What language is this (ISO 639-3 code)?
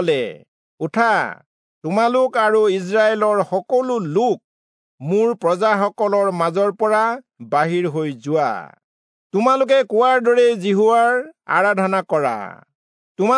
asm